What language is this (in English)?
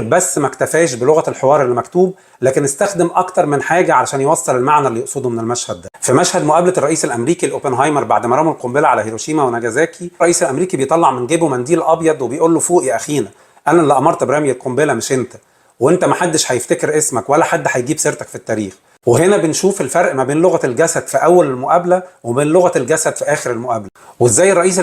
Egyptian Arabic